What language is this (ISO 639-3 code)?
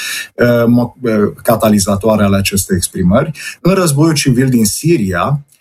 ron